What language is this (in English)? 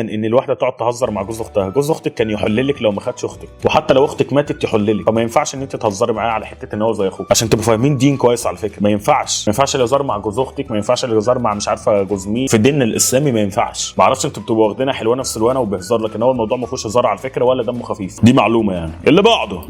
Egyptian Arabic